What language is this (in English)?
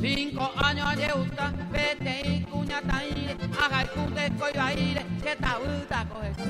Guarani